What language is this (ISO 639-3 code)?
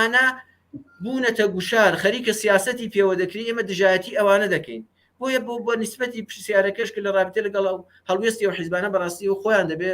ckb